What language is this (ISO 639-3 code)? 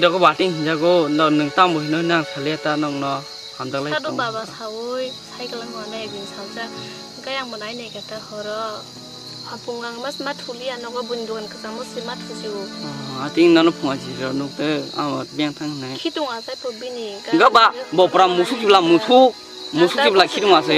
trp